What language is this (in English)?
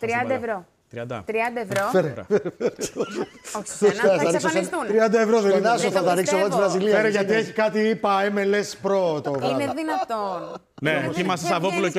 Greek